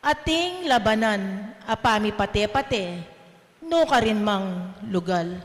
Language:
Pampanga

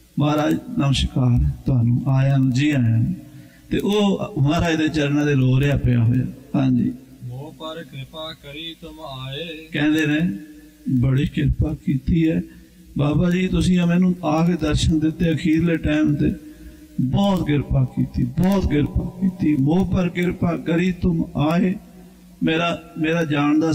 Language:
Punjabi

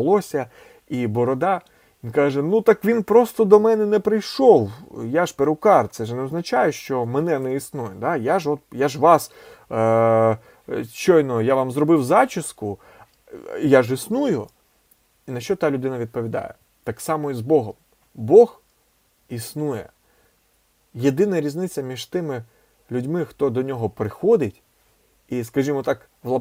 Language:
Ukrainian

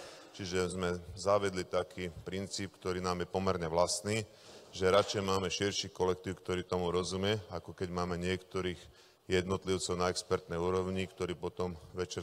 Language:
Slovak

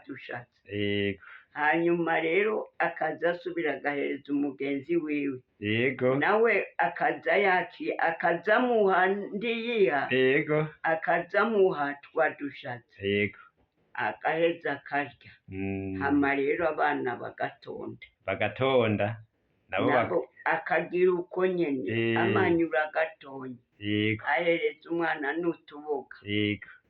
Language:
Rundi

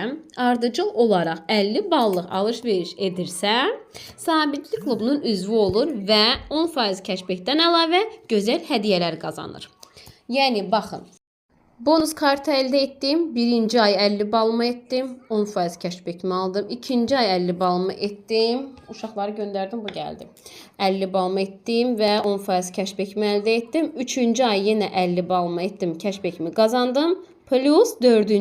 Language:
Azerbaijani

